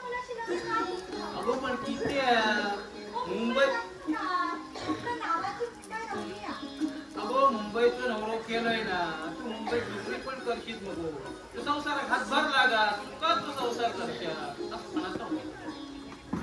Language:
Konkani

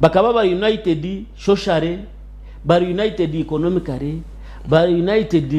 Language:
Nyankole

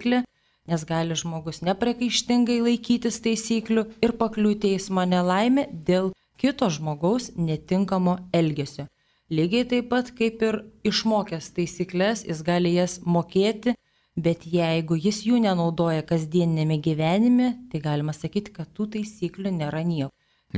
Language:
Lithuanian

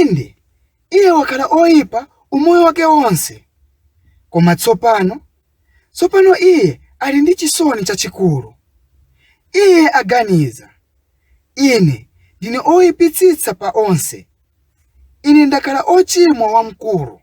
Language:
Nyanja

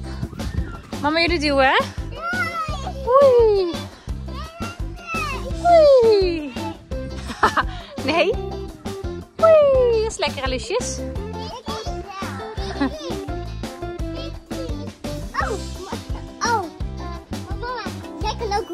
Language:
Dutch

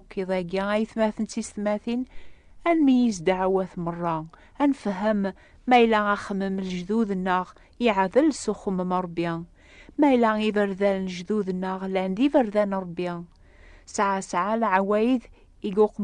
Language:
Kabyle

